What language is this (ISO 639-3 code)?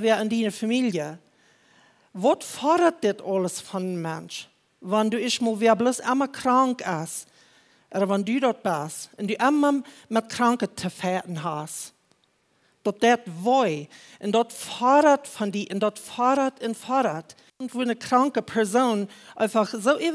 pdt